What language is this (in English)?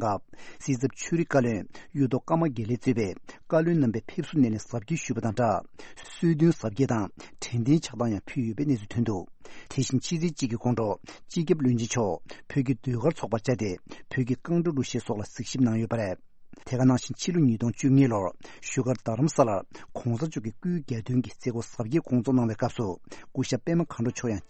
Tibetan